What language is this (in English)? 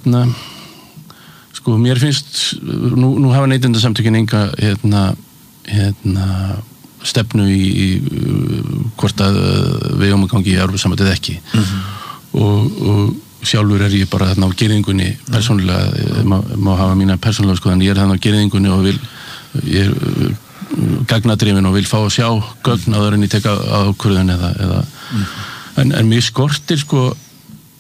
Icelandic